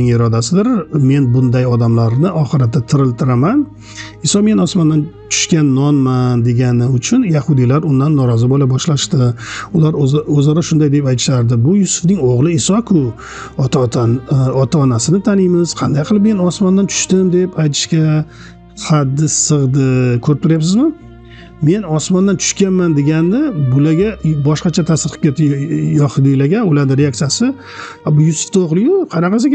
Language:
Uzbek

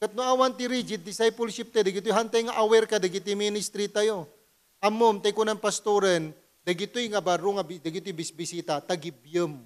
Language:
Iloko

